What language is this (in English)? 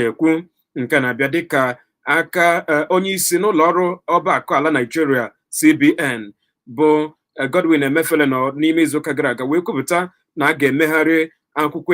Igbo